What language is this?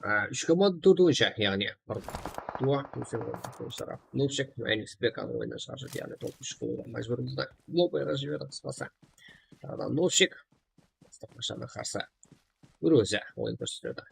Kara-Kalpak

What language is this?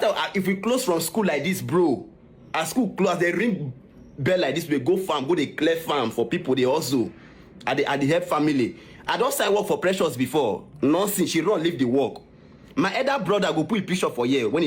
Nigerian Pidgin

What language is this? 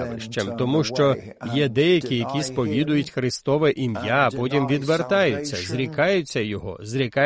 Ukrainian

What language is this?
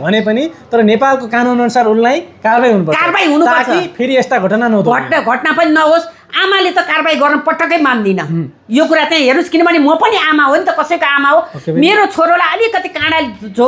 Nepali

